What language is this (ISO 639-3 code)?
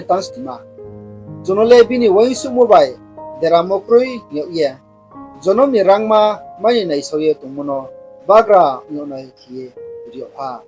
ria